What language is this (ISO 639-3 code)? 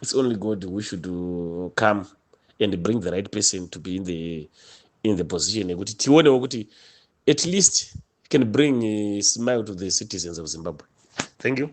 sna